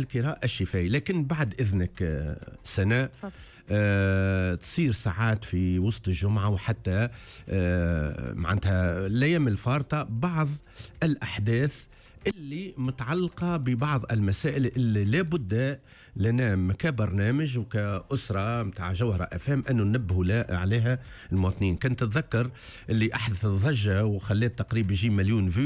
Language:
Tunisian Arabic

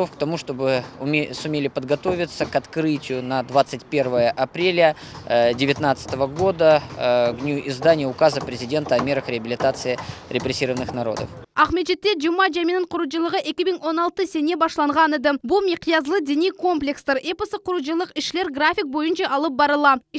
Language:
Crimean Tatar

